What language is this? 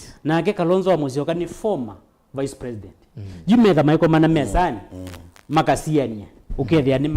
Kamba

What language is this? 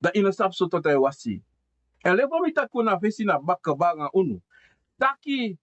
Sranan Tongo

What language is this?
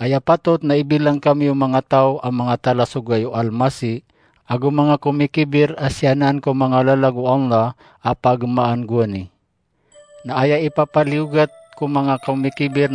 Maranao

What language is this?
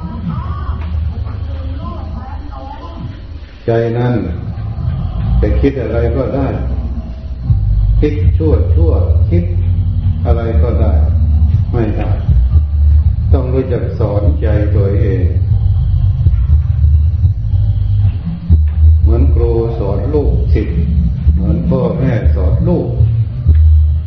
Thai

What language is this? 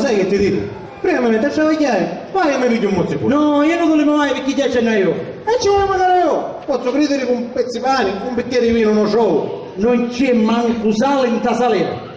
Sicilian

